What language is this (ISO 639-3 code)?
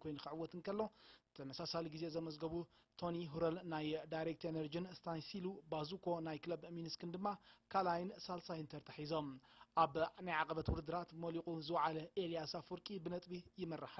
tir